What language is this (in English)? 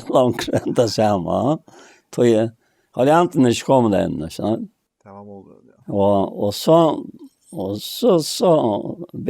Faroese